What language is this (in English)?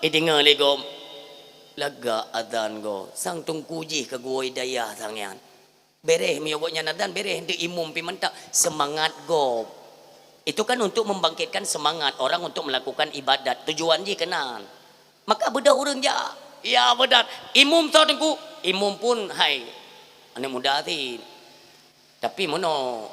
Achinese